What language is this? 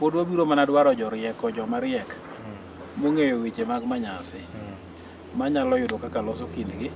Luo (Kenya and Tanzania)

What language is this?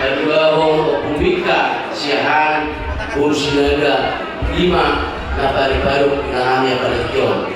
Batak Toba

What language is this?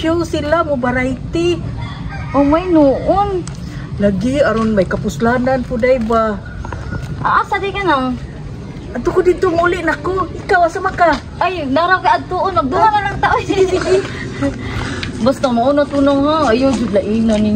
Cebuano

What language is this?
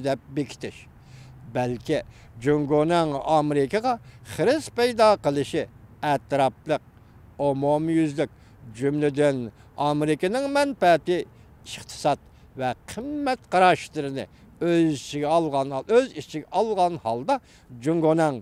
Uyghur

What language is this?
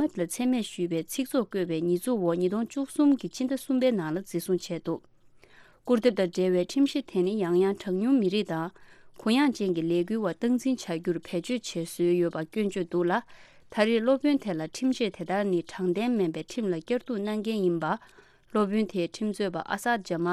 Tibetan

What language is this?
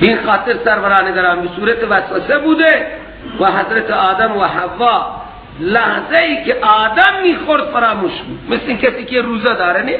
Persian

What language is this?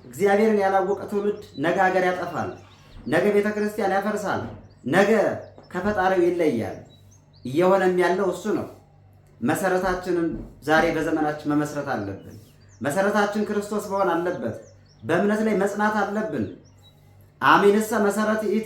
Amharic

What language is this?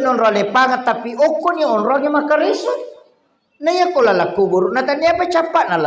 Buginese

